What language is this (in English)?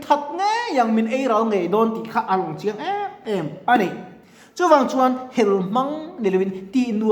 Mizo